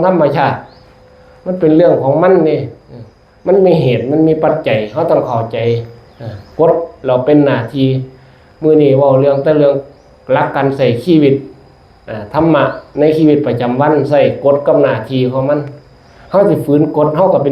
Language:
Northeastern Thai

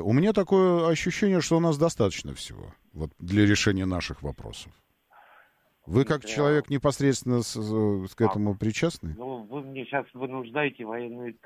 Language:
Russian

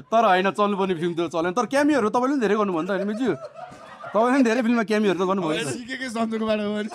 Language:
Nepali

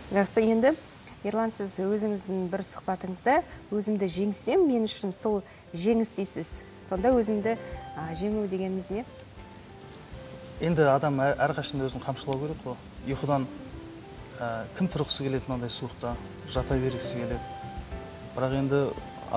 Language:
Kazakh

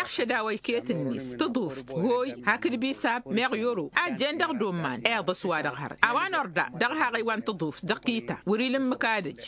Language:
Tamasheq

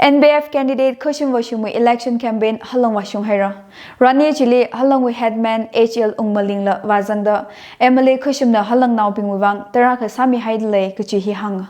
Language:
Tangkhul Naga (India)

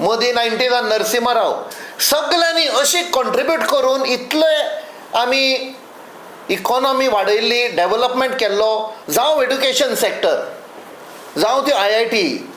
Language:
Konkani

